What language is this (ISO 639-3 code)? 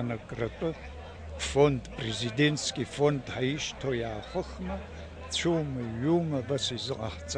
abk